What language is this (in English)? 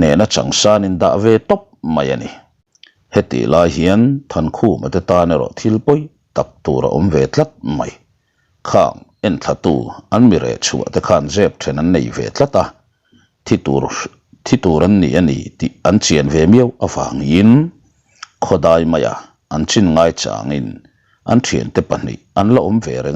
Mizo